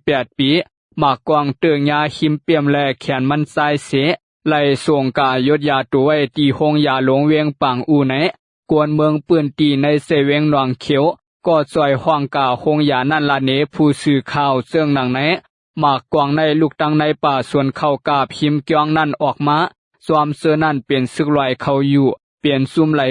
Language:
Shan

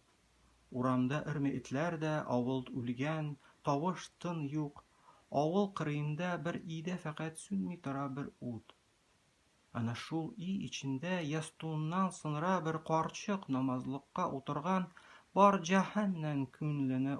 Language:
Tatar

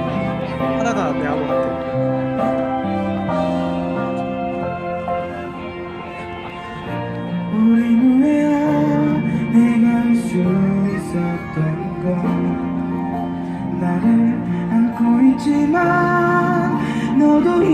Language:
Korean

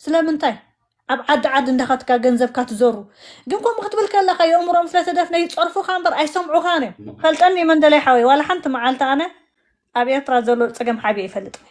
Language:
Tigrinya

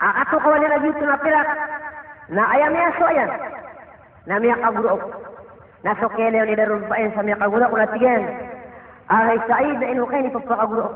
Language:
Maranao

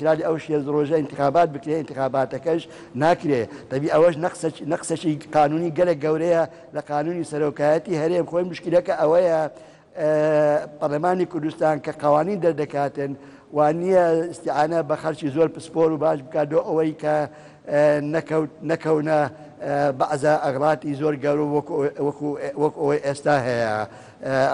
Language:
Central Kurdish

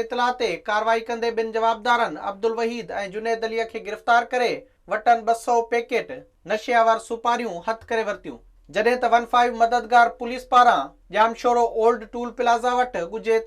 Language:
Sindhi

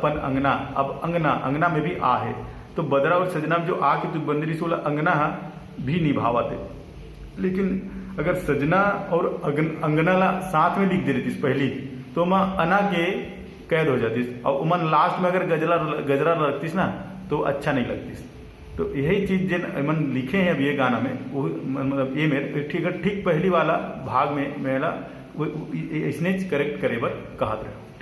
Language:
Chhattisgarhi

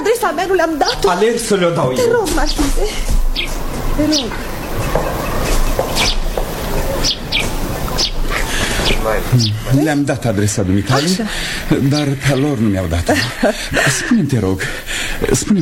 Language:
Romanian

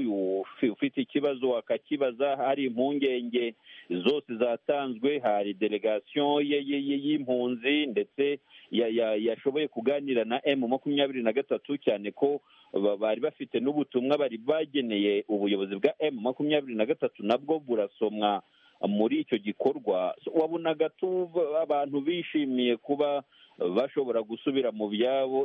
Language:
Kinyarwanda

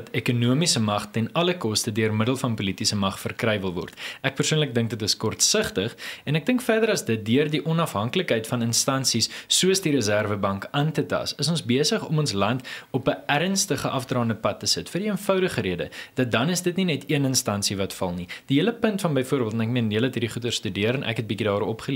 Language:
Afrikaans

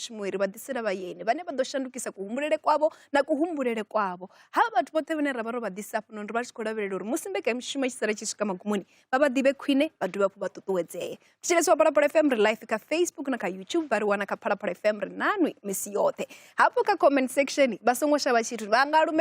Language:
Venda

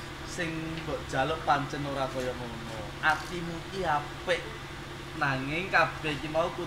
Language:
Javanese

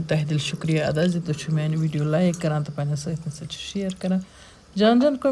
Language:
Kashmiri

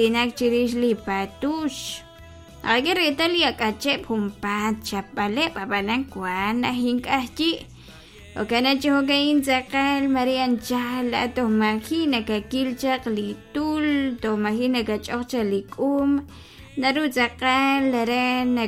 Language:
Kekchí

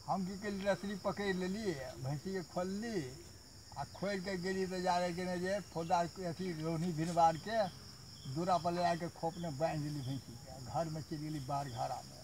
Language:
Maithili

